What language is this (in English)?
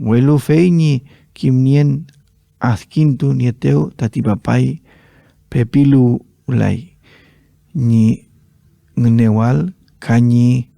Mapuche